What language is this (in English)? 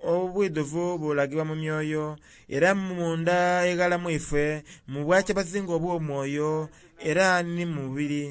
Soga